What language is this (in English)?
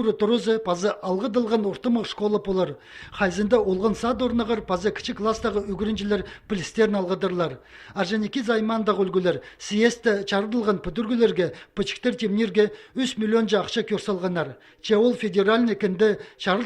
Khakas